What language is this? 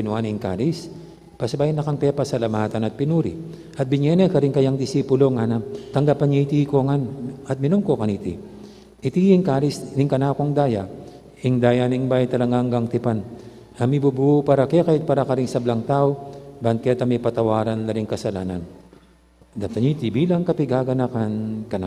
Pampanga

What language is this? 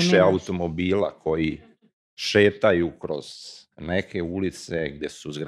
Serbian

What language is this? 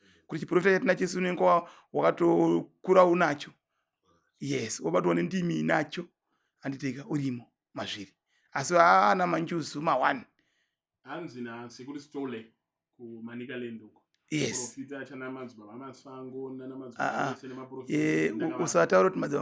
Shona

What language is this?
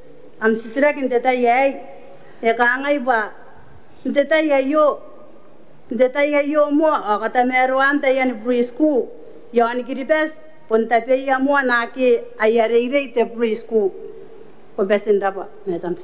Gilbertese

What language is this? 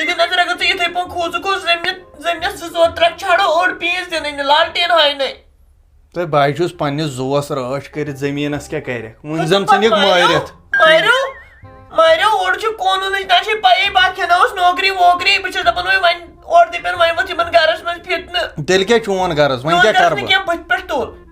Kashmiri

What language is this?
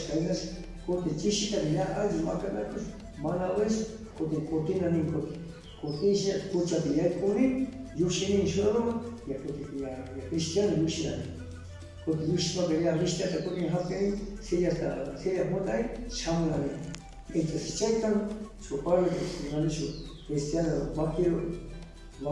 Cañar Highland Quichua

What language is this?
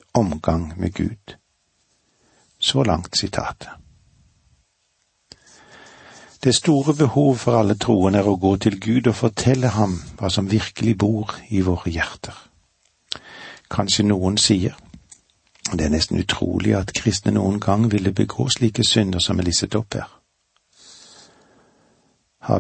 Norwegian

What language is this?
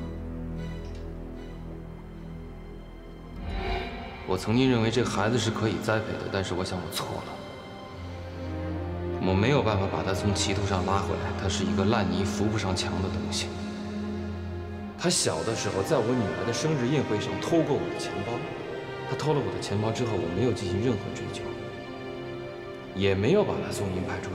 Chinese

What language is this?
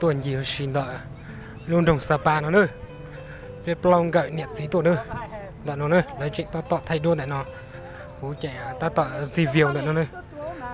Hmong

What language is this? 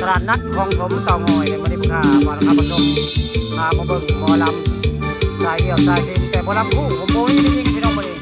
Northeastern Thai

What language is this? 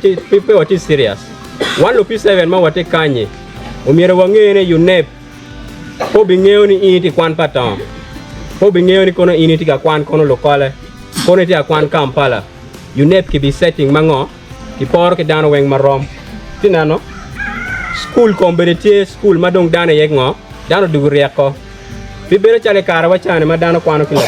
Acoli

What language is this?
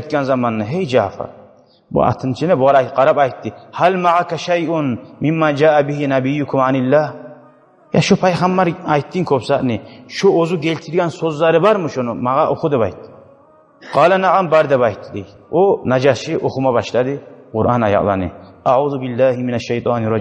Kumyk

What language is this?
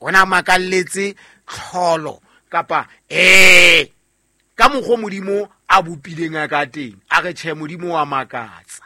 Southern Sotho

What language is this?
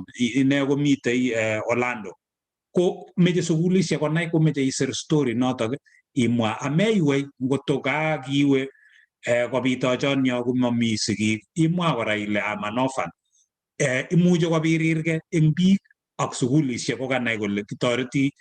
Kalenjin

